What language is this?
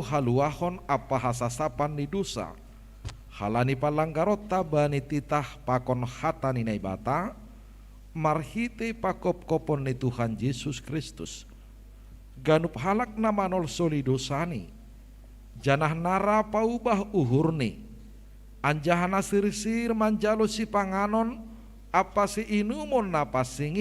Batak Simalungun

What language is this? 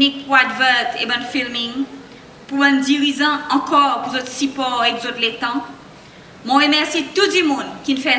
Seselwa Creole French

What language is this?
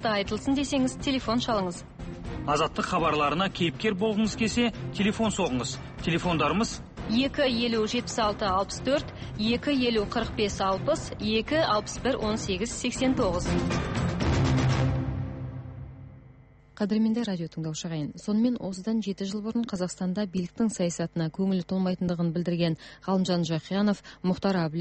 Kazakh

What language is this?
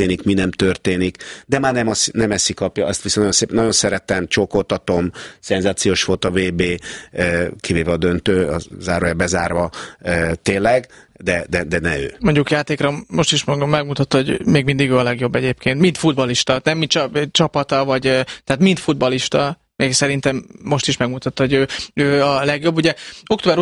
Hungarian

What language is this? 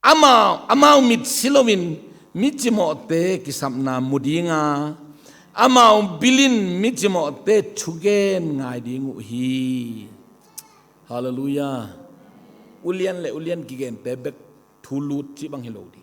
Tedim Chin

